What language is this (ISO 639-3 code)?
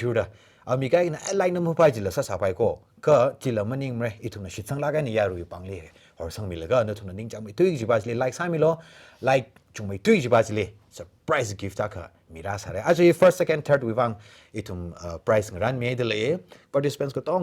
nmf